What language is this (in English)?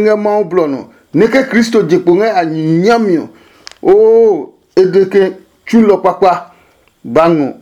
Adangme